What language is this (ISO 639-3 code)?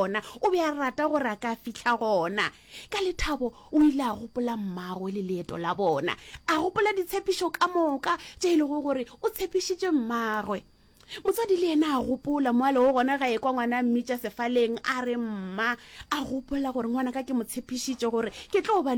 nso